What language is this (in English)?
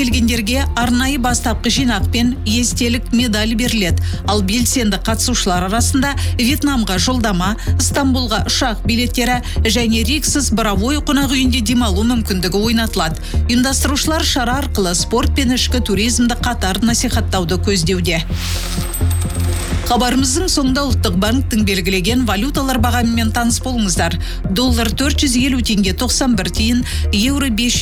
Kazakh